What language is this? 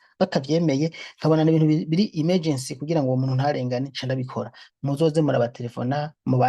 Rundi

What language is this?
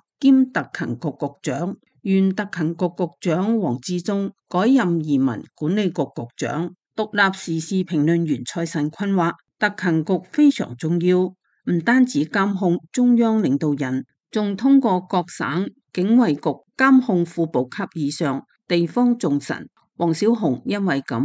Cantonese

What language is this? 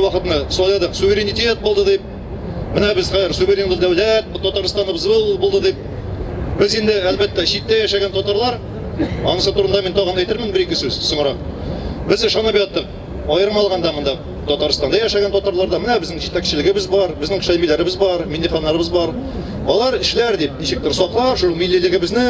Tatar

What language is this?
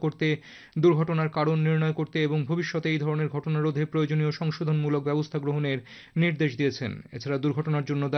Bangla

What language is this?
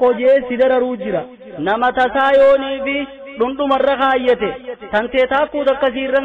Oromo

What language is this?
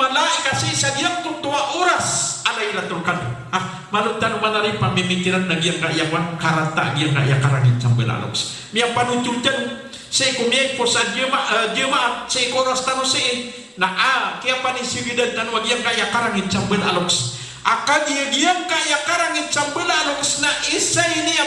Maranao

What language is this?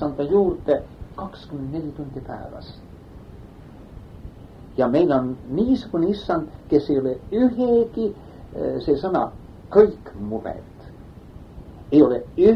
Estonian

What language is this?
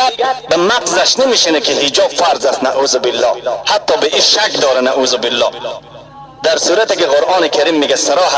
Persian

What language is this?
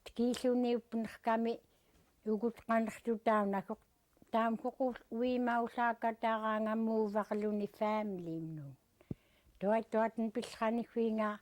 Central Yupik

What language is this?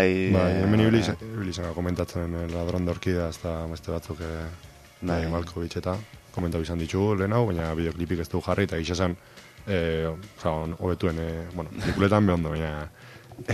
Basque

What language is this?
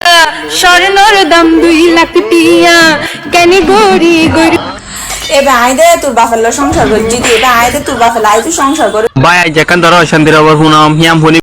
Rohingya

